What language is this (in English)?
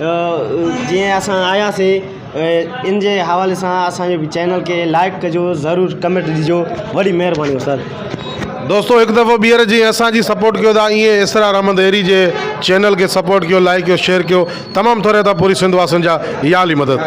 Sindhi